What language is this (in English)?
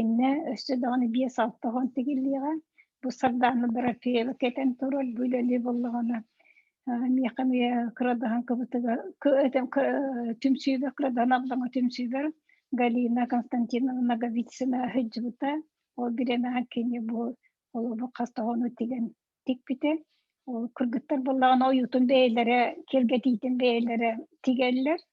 Yakut